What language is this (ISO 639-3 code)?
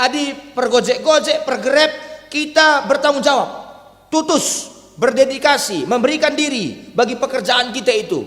btx